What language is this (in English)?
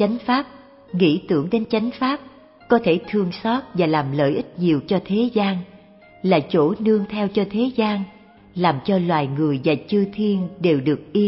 Vietnamese